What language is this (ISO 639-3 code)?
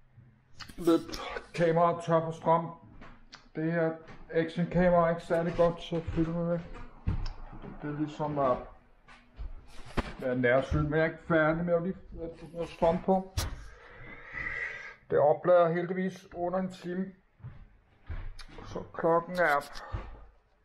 dan